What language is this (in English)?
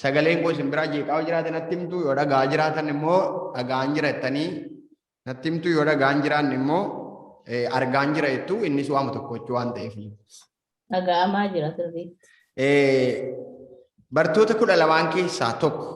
Oromo